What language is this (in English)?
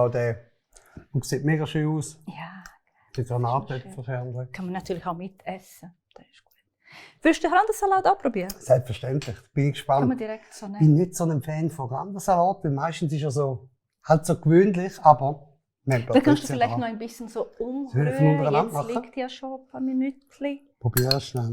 Swiss German